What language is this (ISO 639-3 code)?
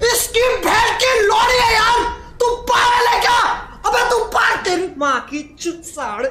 trp